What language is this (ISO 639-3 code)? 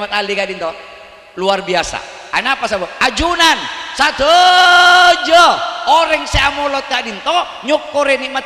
mad